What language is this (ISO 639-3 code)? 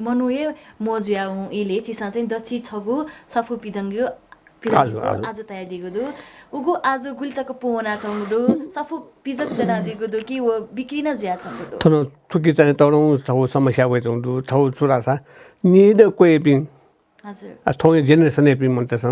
new